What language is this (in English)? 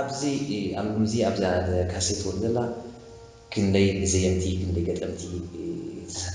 Tigrinya